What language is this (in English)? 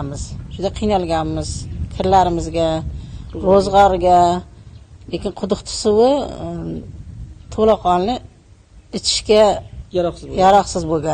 Uzbek